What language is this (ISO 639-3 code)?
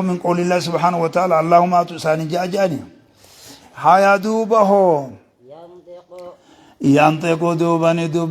orm